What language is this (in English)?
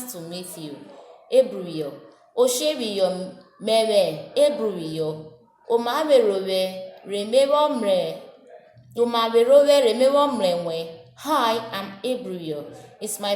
Urhobo